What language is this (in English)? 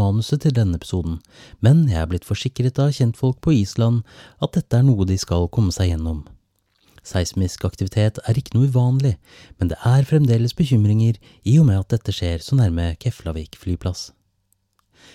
Norwegian